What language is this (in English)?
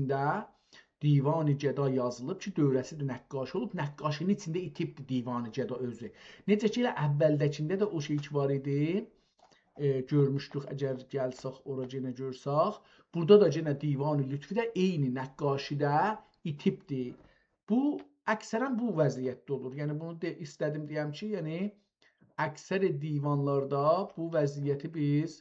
South Azerbaijani